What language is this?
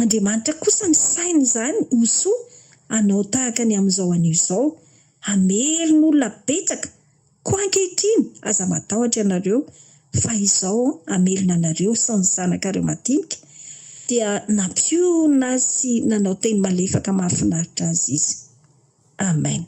Malagasy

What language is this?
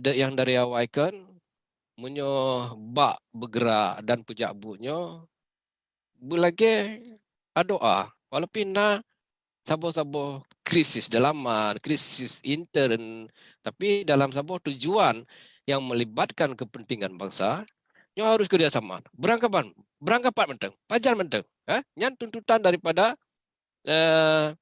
Achinese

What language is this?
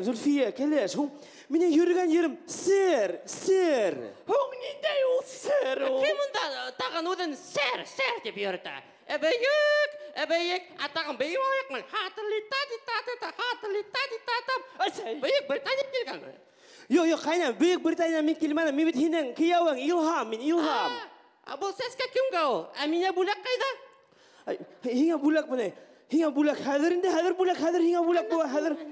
Bashkir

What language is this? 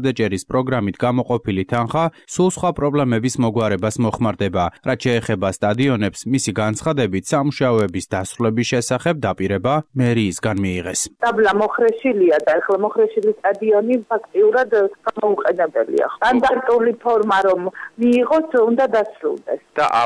Georgian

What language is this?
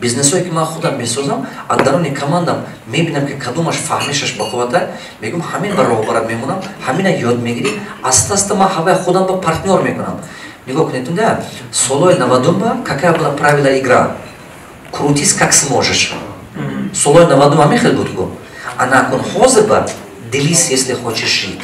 Tajik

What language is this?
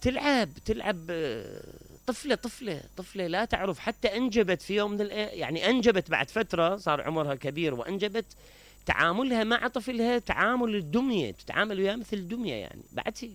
Mesopotamian Arabic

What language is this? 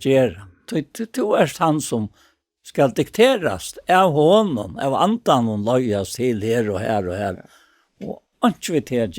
Faroese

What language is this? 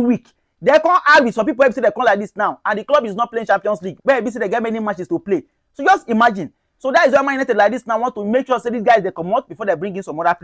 Nigerian Pidgin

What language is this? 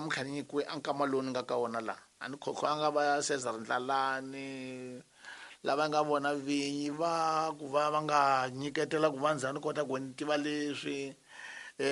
Tsonga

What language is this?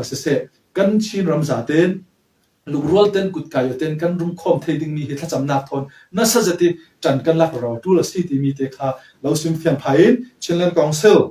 Falam Chin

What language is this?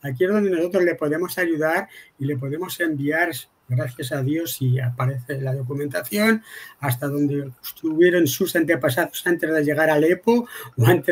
Ladino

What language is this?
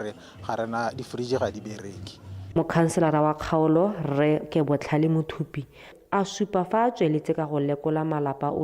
Tswana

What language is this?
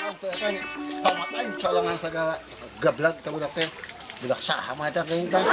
Sundanese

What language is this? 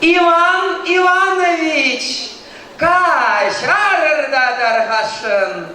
Chuvash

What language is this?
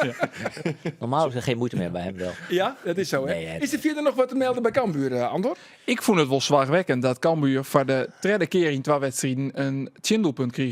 Western Frisian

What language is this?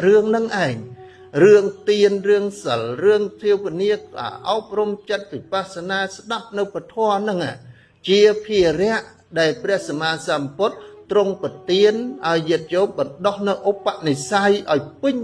Khmer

